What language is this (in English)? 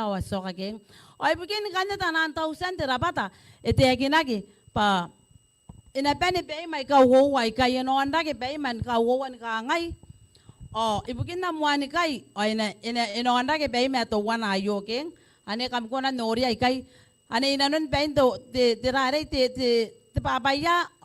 Gilbertese